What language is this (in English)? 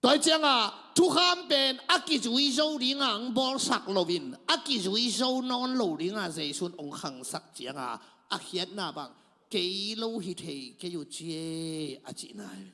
Tedim Chin